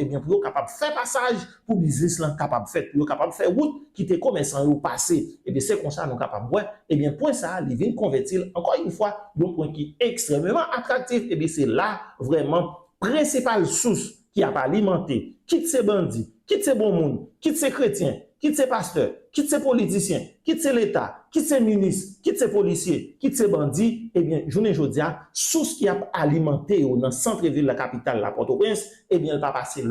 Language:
Haitian Creole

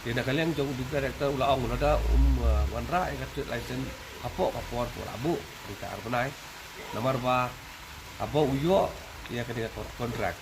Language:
Khasi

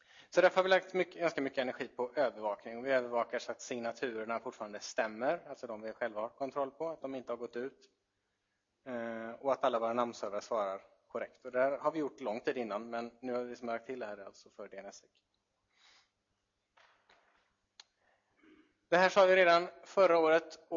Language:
Swedish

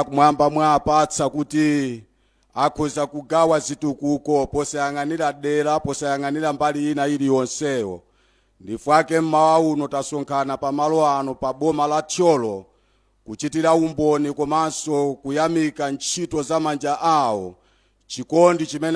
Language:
Nyanja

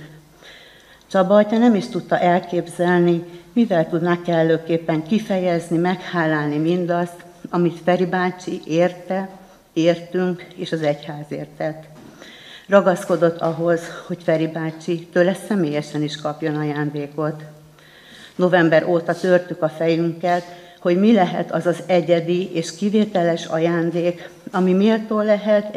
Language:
Hungarian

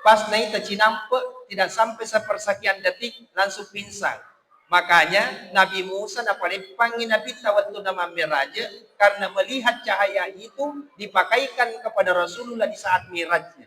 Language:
Buginese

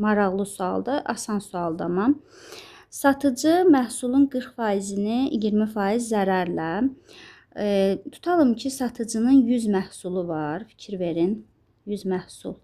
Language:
Azerbaijani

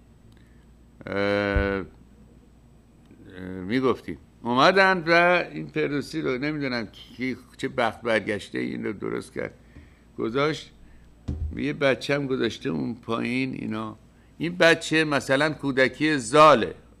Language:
Persian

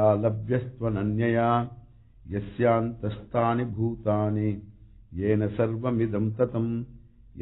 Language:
Sanskrit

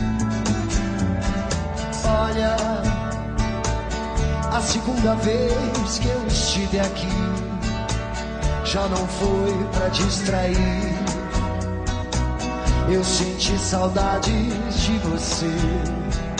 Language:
Portuguese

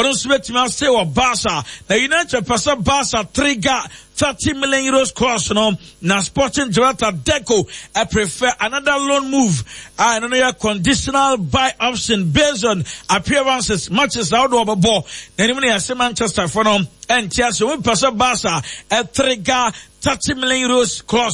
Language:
Akan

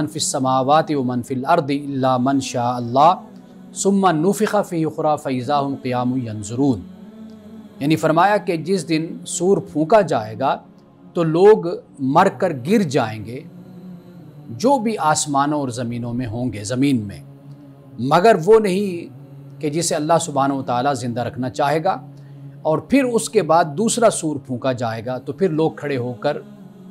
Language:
Urdu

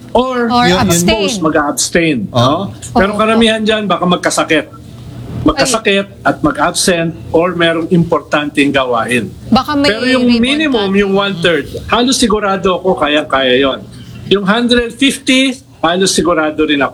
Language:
Filipino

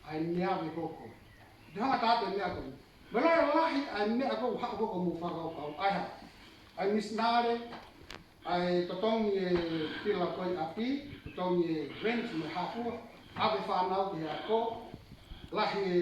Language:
Tongan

